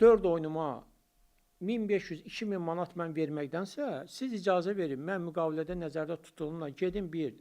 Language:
Azerbaijani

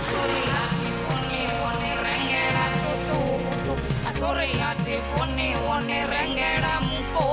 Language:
Venda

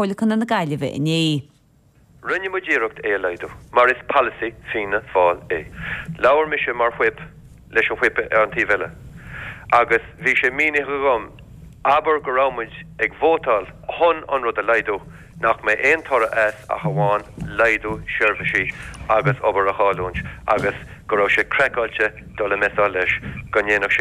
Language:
Irish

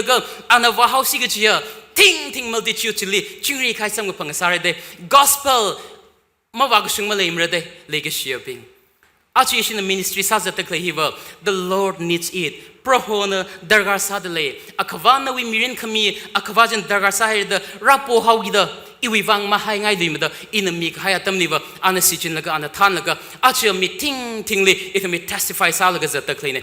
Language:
Tangkhul Naga (India)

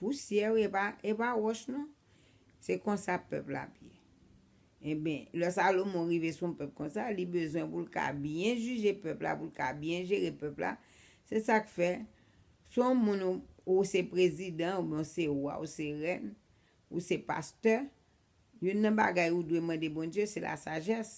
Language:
Haitian Creole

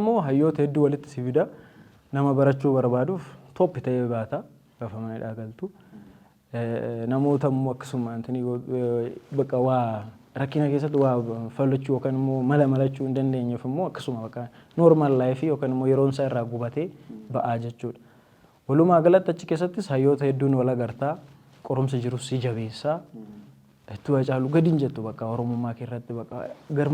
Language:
Oromo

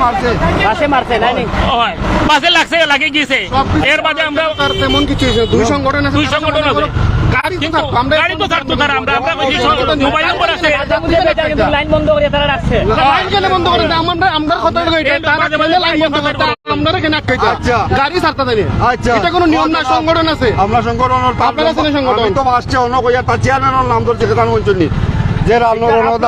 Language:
Sylheti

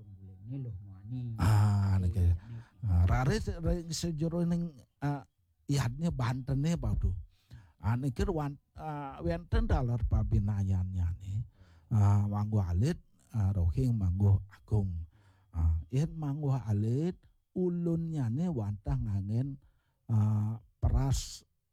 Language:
Balinese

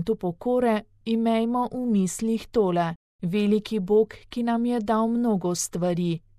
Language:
Slovenian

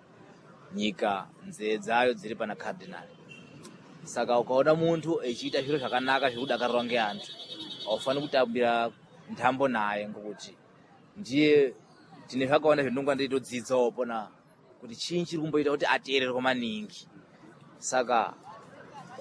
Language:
Sena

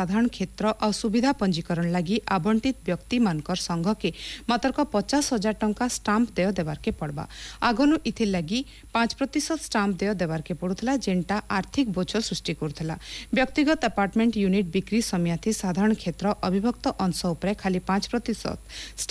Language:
Odia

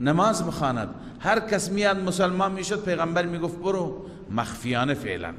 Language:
Persian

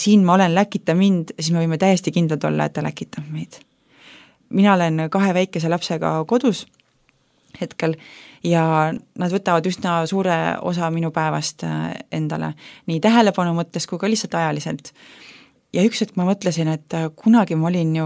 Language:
Estonian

